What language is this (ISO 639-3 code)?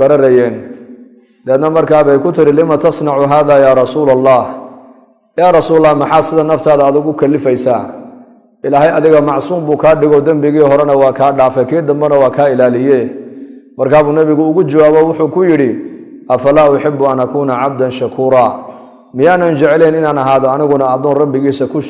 som